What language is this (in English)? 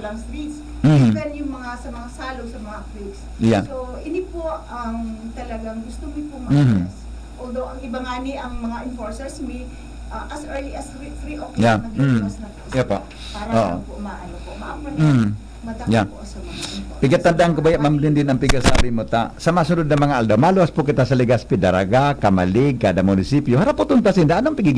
Bikol